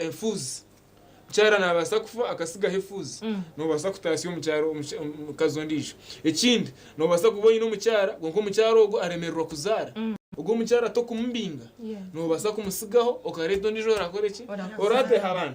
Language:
Nyankole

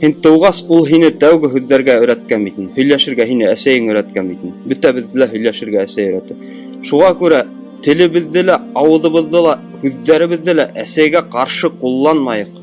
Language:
Bashkir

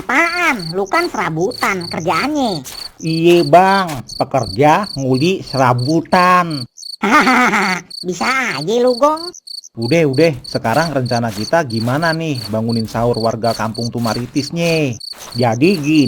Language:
Betawi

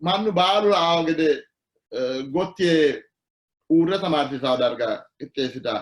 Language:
Sidamo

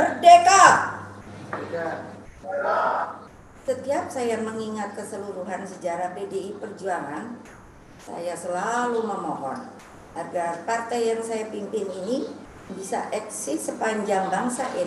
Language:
Indonesian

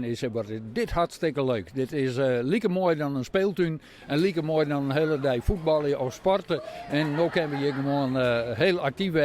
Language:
Western Frisian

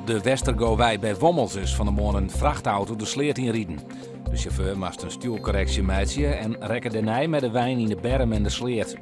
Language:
Western Frisian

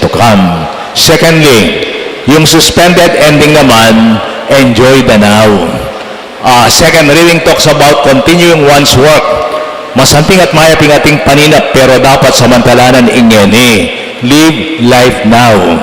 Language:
Pampanga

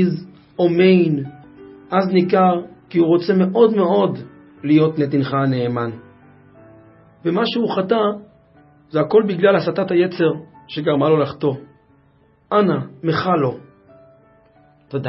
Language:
Hebrew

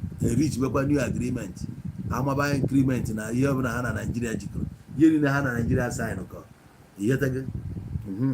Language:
Igbo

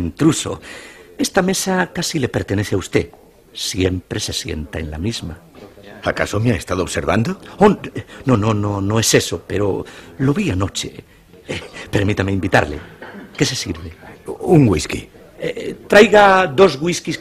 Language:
Spanish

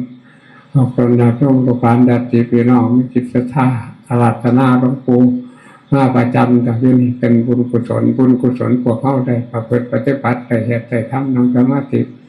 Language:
Northeastern Thai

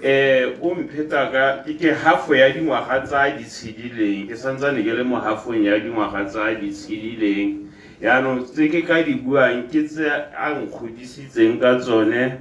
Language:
Tswana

